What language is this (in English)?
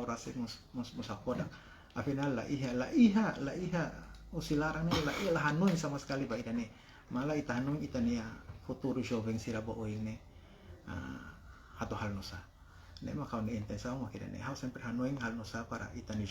Tetum